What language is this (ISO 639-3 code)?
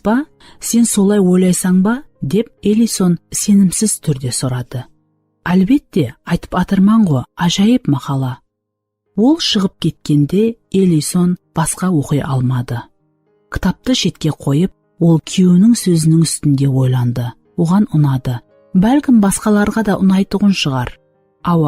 kaa